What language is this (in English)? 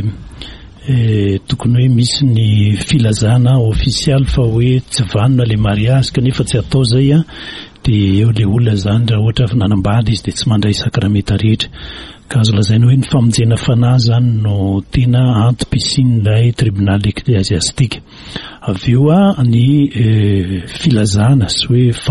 Malagasy